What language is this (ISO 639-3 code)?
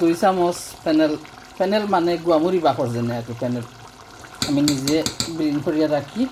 syl